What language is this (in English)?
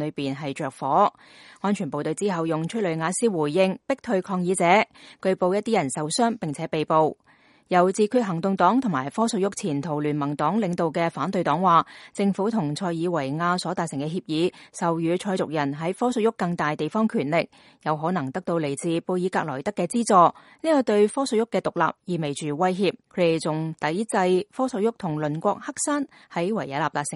Cantonese